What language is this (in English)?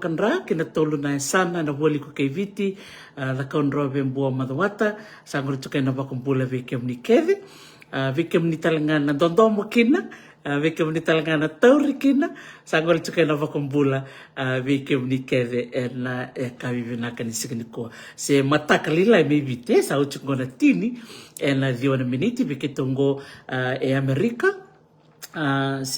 Fijian